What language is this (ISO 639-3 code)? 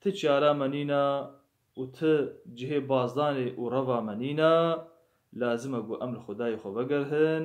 kur